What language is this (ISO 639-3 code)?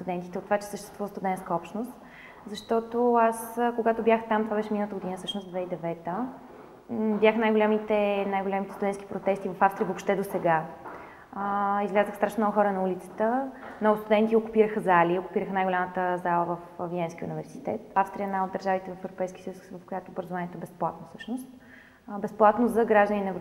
bul